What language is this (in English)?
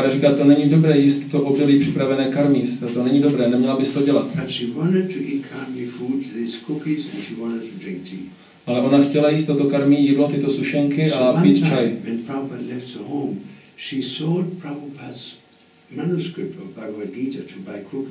Czech